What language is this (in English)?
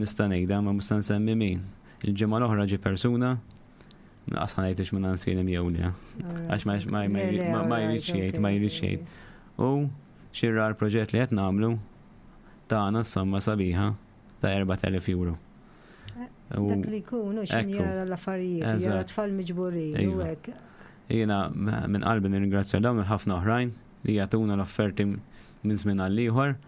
Maltese